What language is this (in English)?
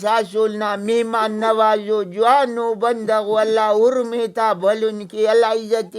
Brahui